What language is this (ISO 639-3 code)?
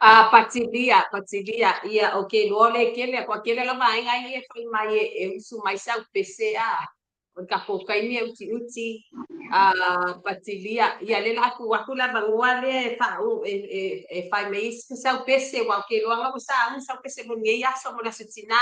smo